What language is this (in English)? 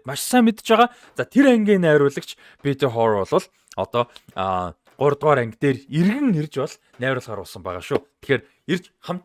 Mongolian